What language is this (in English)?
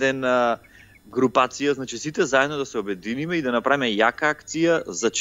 Macedonian